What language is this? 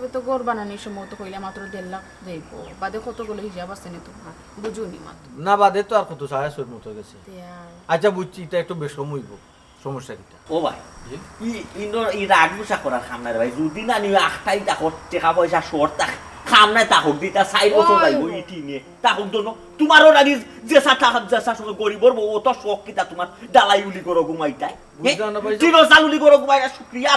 Sylheti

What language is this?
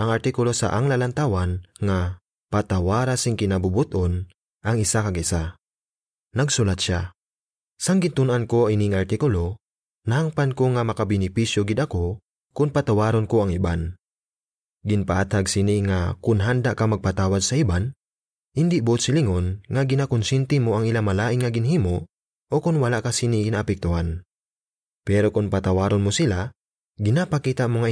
Hiligaynon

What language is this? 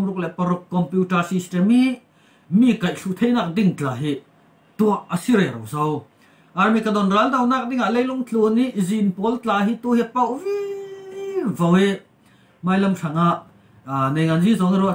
Falam Chin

